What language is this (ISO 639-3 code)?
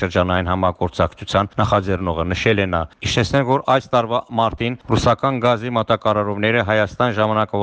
hye